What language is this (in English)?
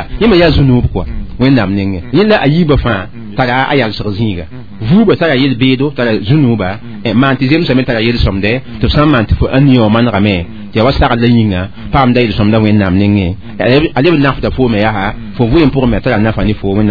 Mossi